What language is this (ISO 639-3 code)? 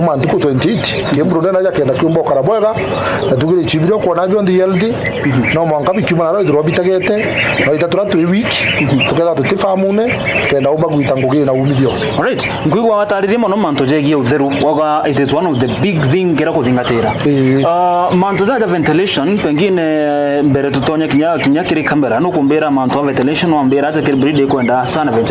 mer